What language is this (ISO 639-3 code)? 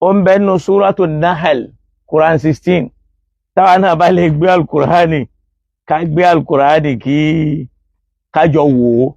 yor